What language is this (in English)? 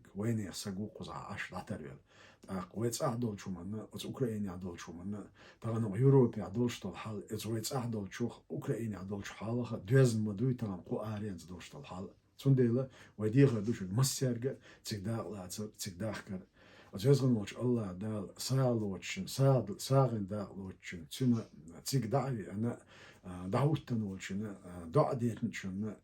Chechen